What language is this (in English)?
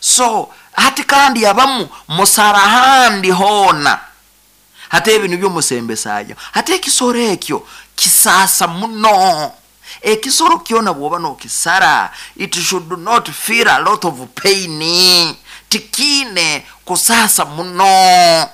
Nyoro